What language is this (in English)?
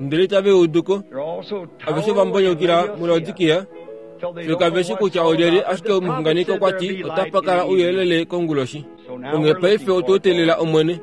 Kuanyama